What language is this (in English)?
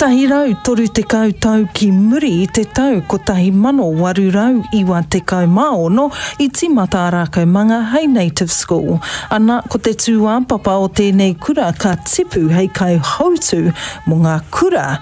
Māori